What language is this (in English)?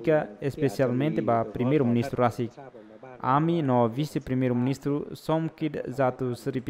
Tetum